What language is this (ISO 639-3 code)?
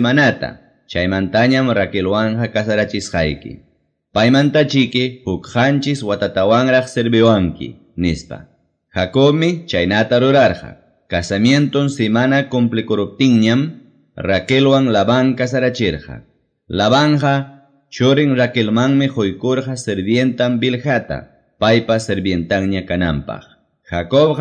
que